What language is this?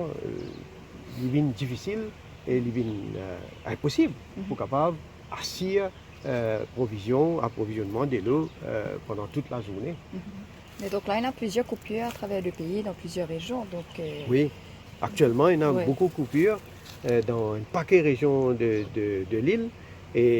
Morisyen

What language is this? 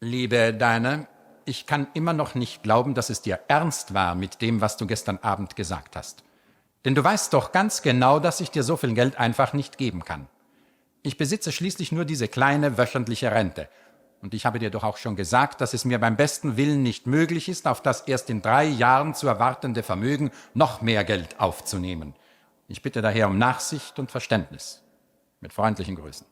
Swiss German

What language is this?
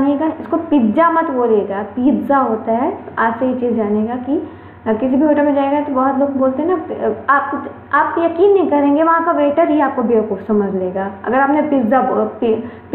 Hindi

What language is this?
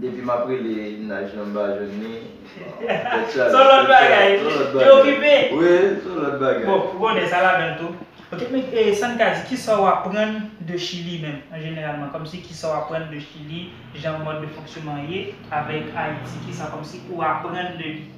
Haitian Creole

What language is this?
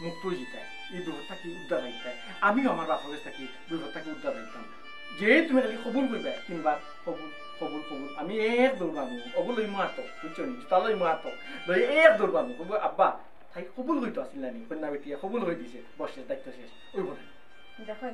Sylheti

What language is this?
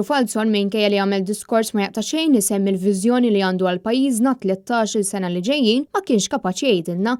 Maltese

